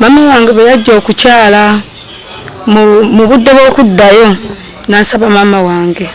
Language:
Ganda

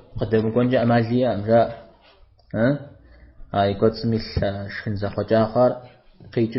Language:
Kabardian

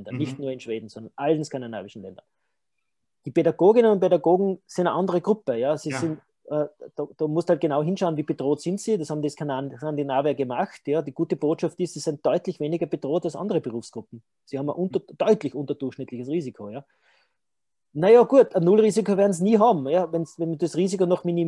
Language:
German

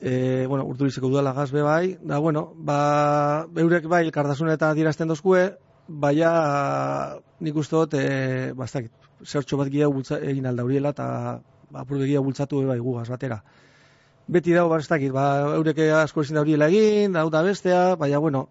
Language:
Basque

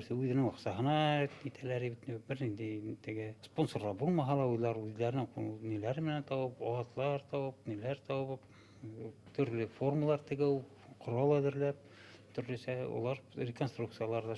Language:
Bashkir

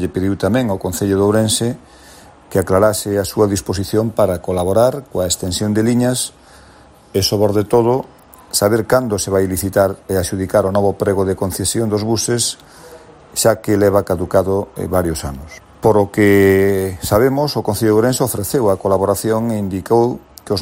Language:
Galician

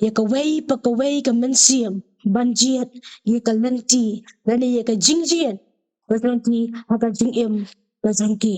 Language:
Khasi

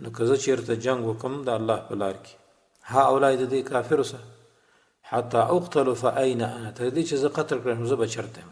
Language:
Pashto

